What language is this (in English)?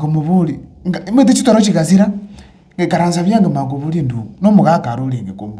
Gusii